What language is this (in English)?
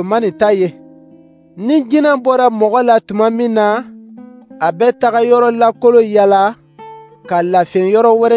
Dyula